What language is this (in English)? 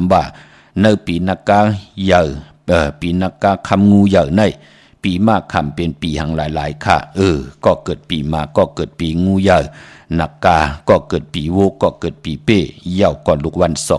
Shan